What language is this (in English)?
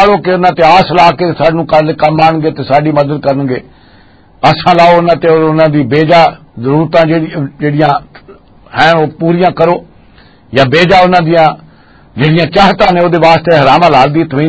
Western Panjabi